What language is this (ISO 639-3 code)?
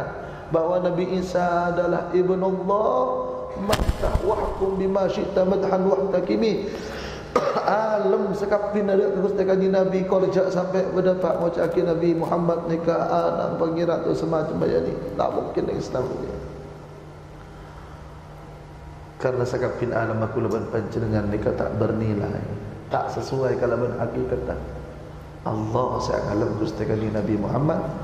mad